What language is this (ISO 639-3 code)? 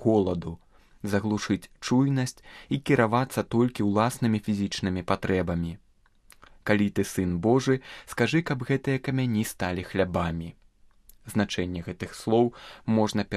bel